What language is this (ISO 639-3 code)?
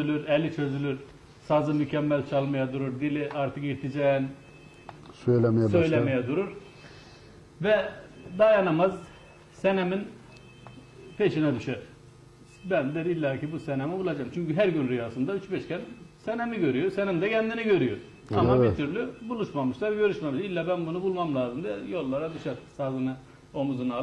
tur